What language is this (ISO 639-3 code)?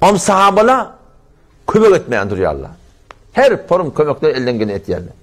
tuk